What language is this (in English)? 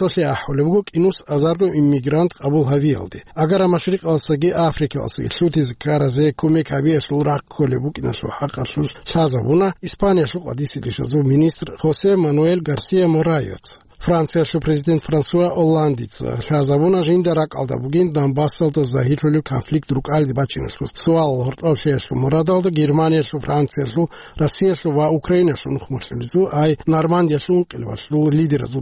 Avaric